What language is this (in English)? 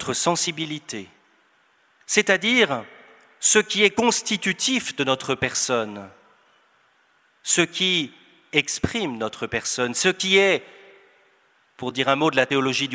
French